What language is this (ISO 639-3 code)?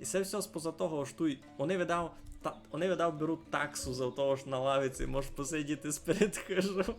rue